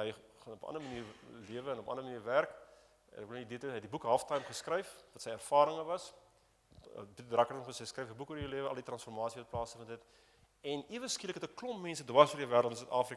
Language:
Afrikaans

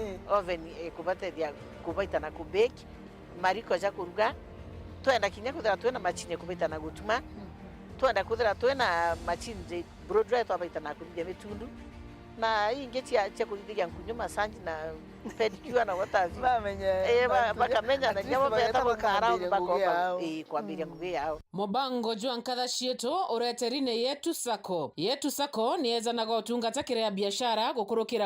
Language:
Meru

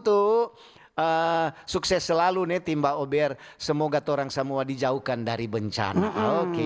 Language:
Manado Malay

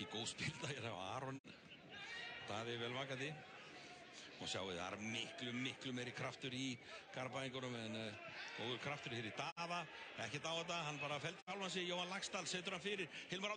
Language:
Icelandic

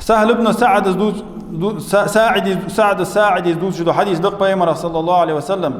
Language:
Ingush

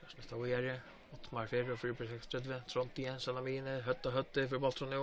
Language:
Faroese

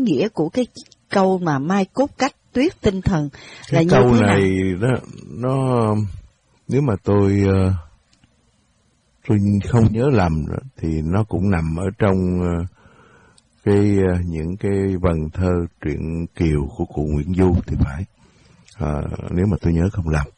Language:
Vietnamese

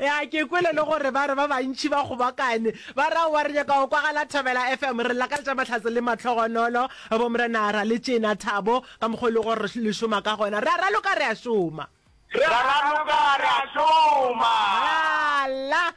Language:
Northern Sotho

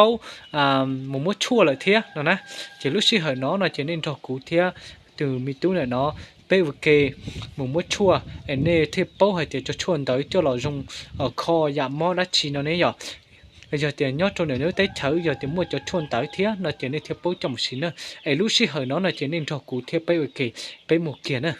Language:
Hmong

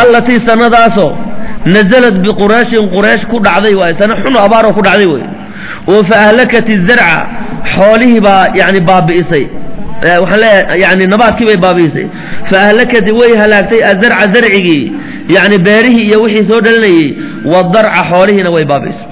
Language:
Somali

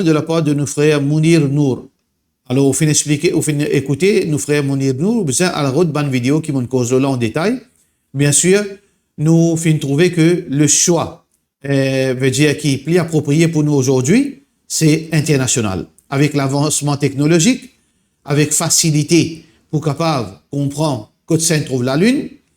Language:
Morisyen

